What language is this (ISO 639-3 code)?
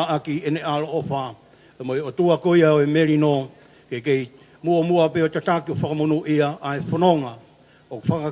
ton